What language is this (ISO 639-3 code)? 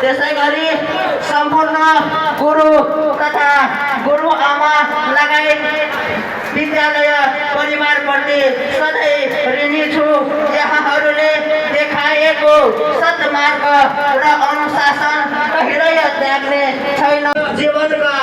nep